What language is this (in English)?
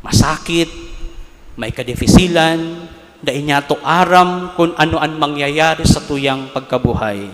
Bikol